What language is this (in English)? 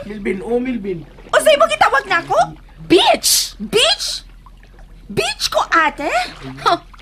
Cebuano